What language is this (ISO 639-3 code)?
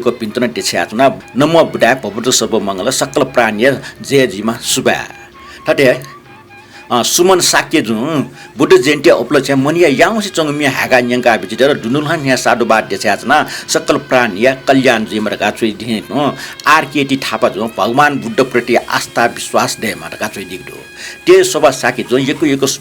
new